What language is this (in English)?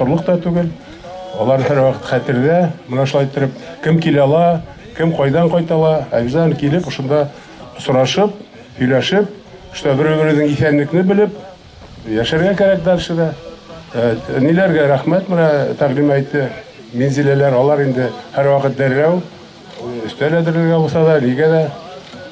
Bashkir